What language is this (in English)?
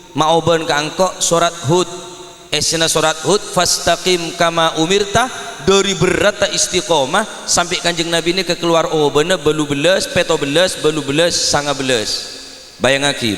Madurese